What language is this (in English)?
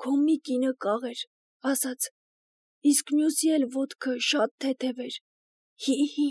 Armenian